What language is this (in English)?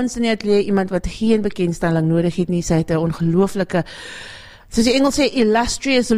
Afrikaans